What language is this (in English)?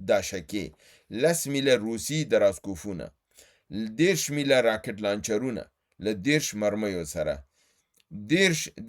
Pashto